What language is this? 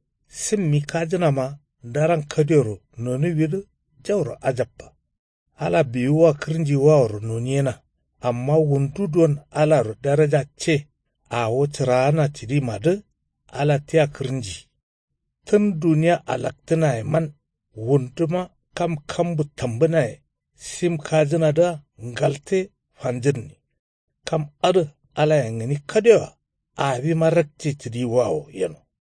Kanuri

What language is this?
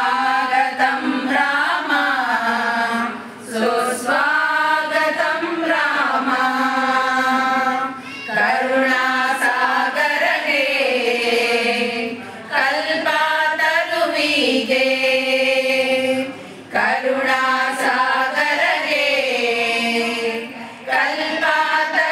Kannada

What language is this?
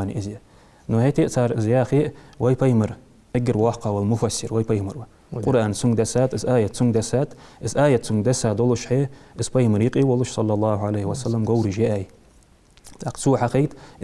Ingush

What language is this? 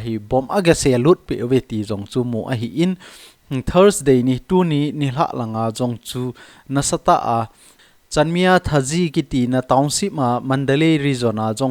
Thado Chin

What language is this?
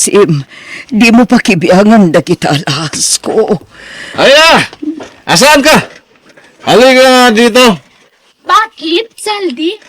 Iloko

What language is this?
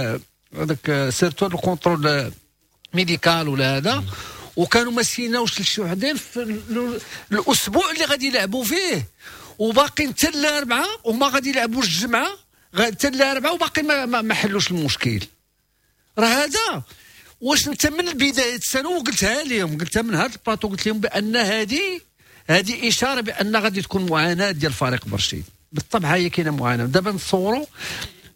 Moroccan Arabic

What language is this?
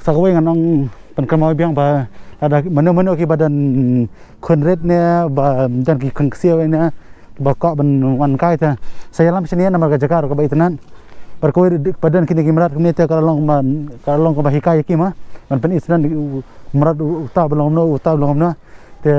Khasi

